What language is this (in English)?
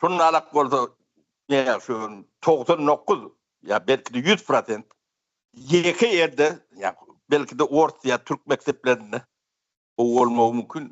Turkmen